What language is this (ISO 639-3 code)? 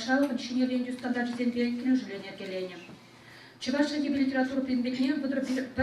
chv